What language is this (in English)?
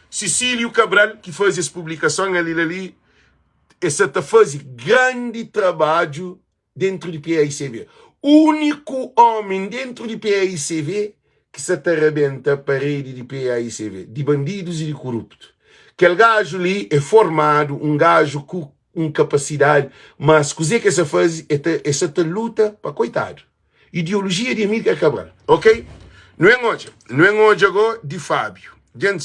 Kabuverdianu